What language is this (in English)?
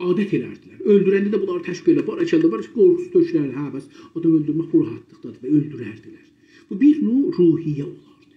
South Azerbaijani